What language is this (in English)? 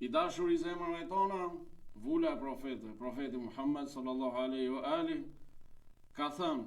Albanian